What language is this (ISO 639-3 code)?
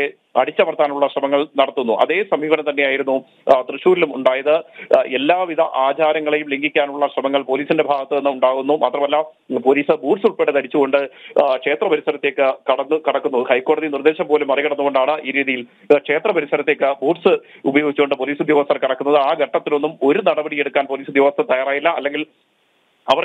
mal